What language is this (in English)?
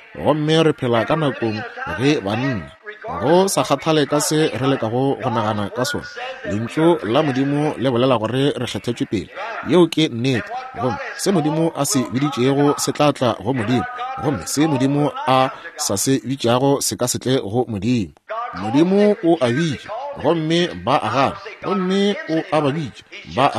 Northern Sotho